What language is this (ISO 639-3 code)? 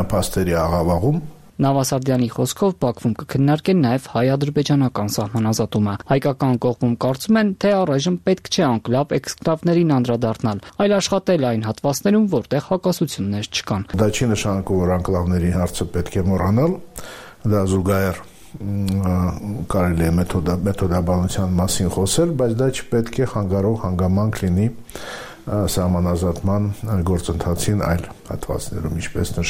hye